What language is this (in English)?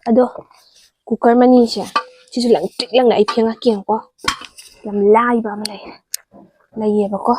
Manipuri